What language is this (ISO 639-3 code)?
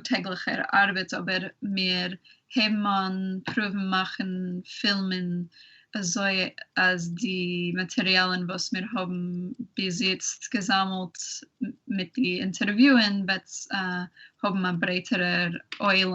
yid